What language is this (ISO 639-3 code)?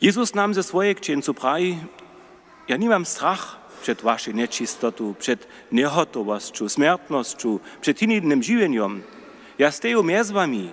hsb